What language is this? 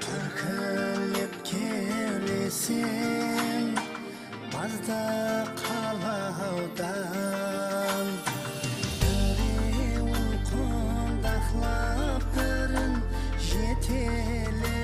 Kara-Kalpak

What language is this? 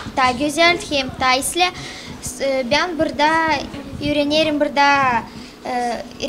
Gagauz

